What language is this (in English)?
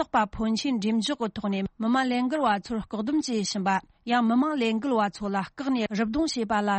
Tibetan